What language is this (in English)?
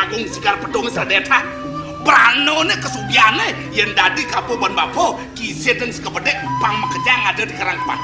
Balinese